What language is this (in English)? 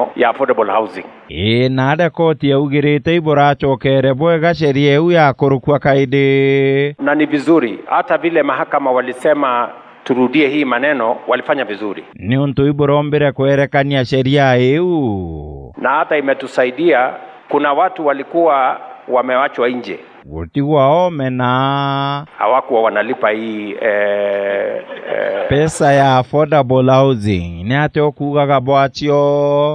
Meru